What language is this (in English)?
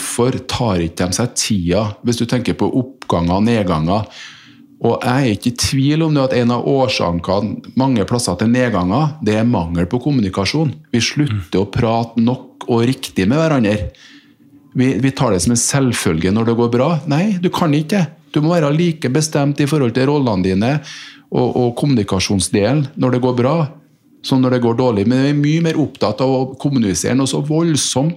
Norwegian